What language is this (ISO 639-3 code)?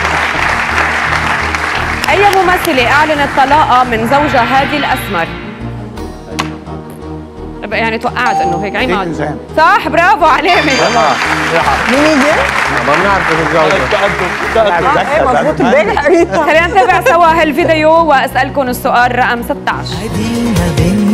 apc